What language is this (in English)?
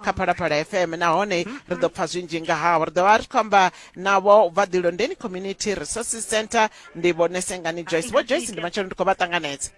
Venda